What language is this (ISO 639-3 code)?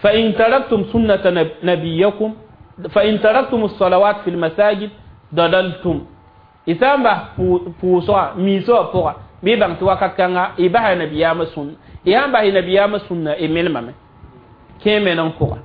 mos